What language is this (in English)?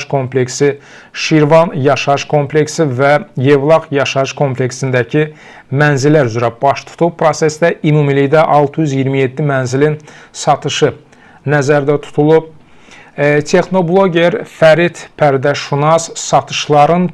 Azerbaijani